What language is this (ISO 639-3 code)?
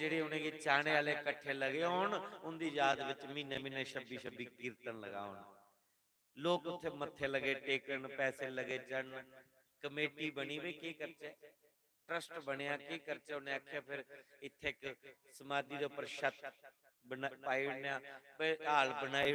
doi